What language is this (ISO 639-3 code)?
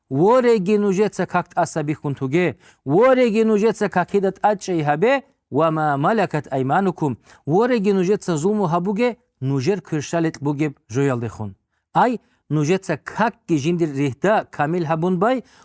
ava